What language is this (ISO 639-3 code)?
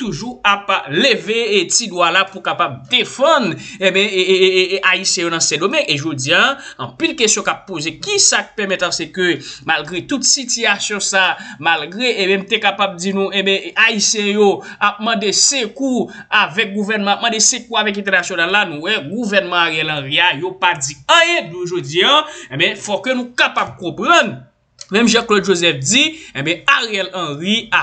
hat